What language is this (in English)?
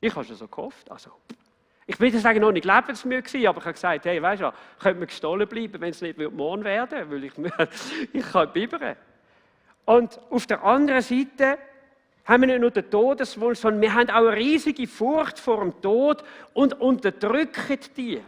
Swiss German